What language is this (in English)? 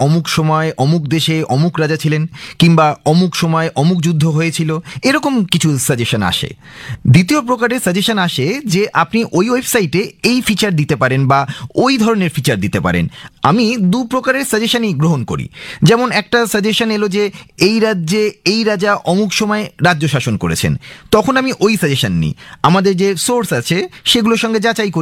Bangla